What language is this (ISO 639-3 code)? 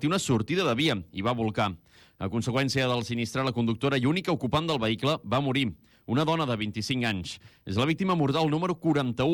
cat